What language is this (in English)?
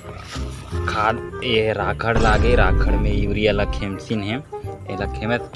Chhattisgarhi